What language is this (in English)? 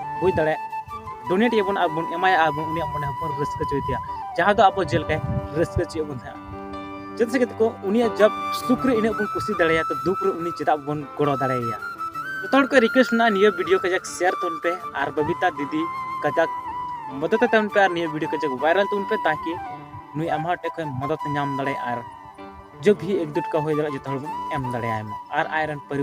Santali